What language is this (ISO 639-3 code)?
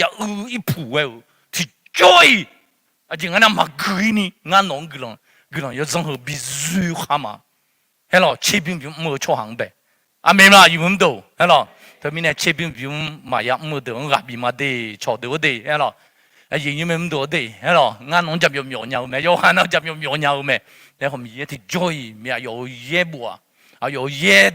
ahk